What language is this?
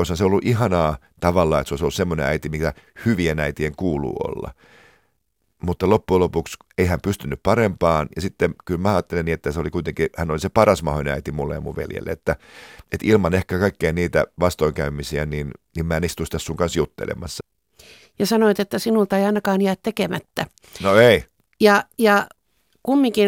Finnish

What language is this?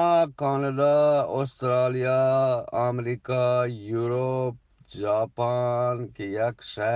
Eastern Balochi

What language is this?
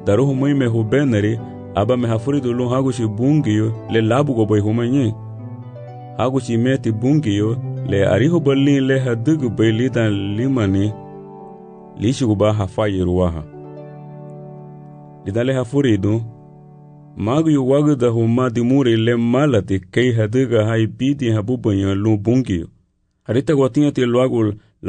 Garifuna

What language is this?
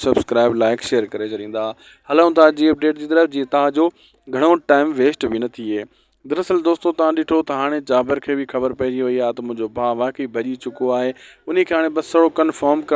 Sindhi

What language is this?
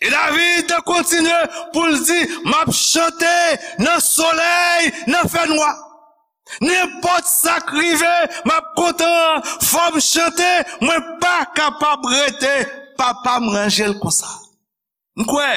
Haitian Creole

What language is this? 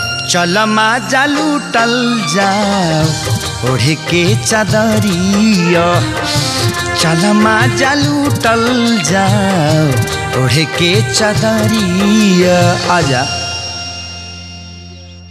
Bhojpuri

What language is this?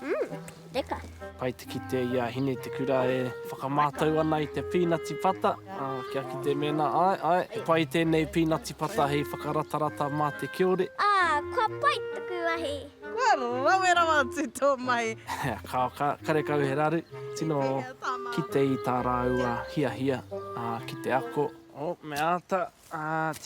Māori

